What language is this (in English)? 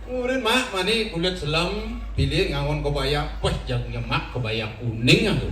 Balinese